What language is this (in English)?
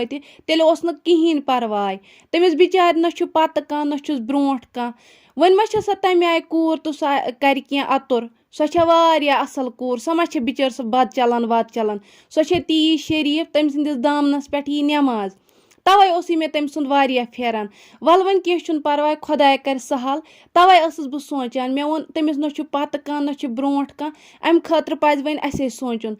Kashmiri